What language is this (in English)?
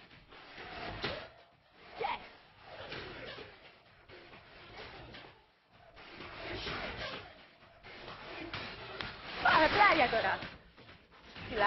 Greek